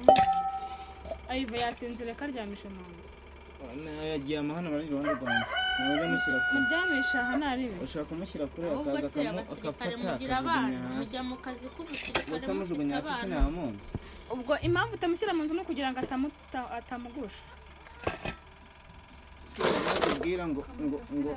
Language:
Kinyarwanda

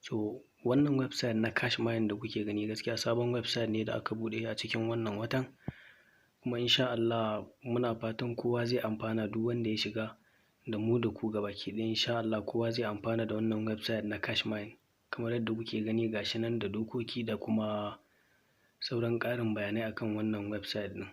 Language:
Hausa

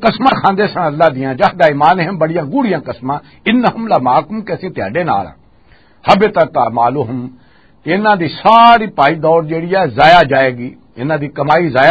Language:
Western Panjabi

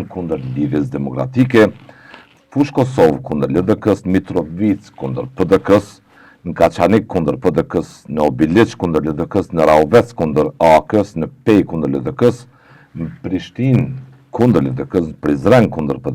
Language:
Albanian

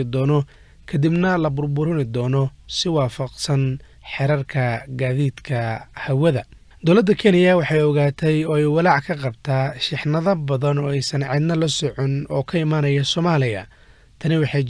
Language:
Somali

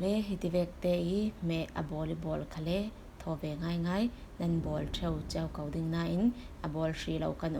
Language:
Falam Chin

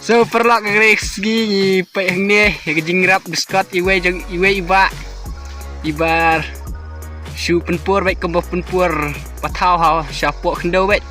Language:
Khasi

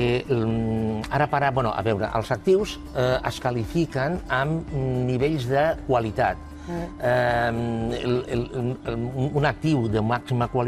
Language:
Catalan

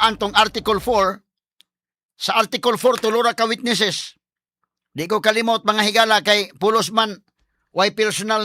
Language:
Cebuano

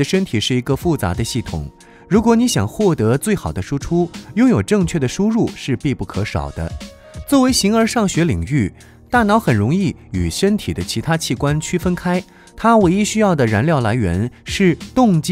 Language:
Chinese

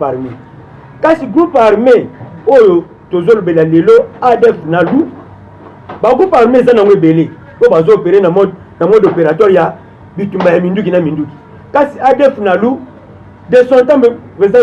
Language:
Lingala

